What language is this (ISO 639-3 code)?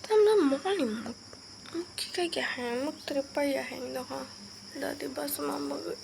trp